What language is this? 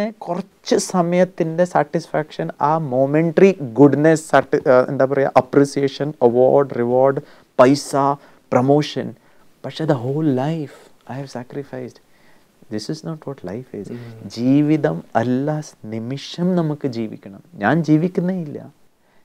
Malayalam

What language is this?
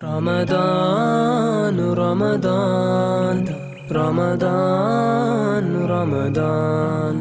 Avaric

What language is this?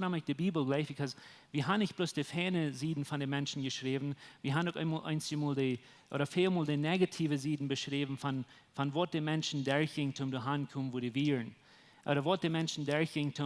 Plautdietsch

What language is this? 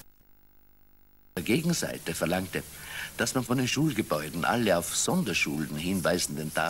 German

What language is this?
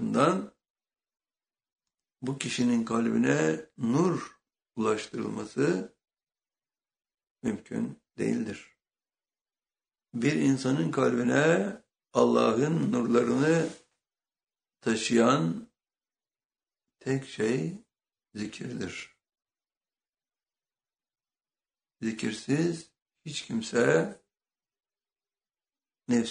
Turkish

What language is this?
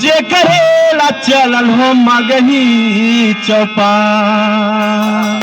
Magahi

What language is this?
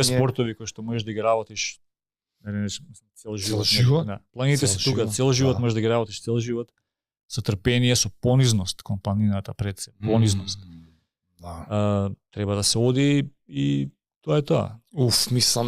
Macedonian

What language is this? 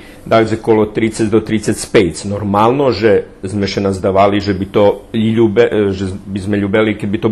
Rusyn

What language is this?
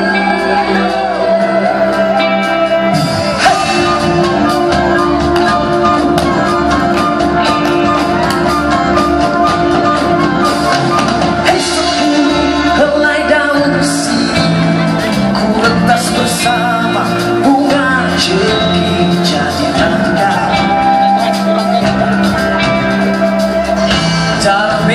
Malay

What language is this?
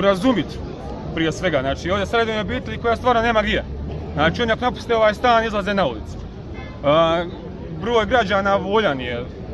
Croatian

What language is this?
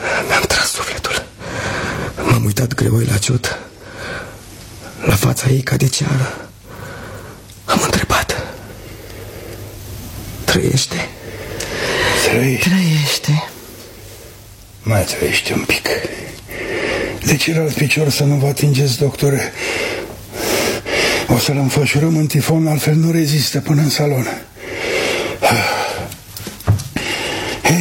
Romanian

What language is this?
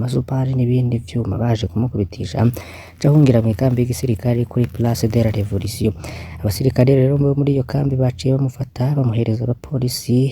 Rundi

